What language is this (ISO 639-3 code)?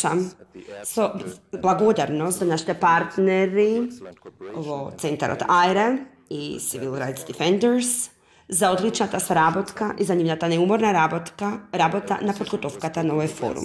mkd